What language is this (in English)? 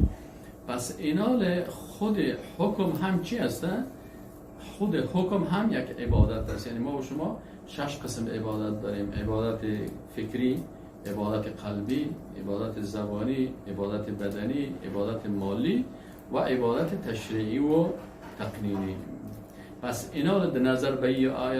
Persian